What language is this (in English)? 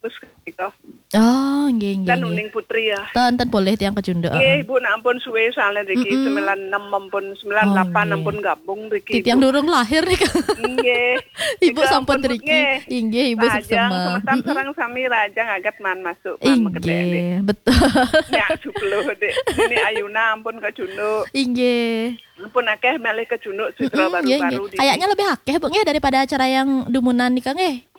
Balinese